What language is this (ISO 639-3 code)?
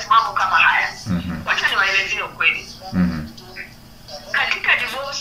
swa